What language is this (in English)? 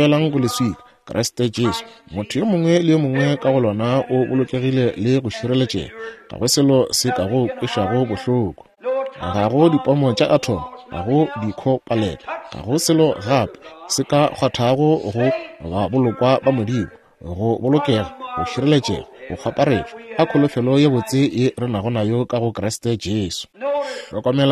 Northern Sotho